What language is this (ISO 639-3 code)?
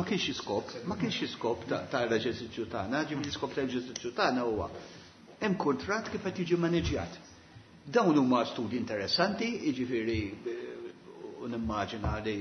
mlt